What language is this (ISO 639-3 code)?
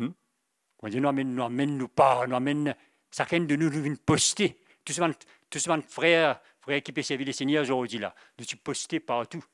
mfe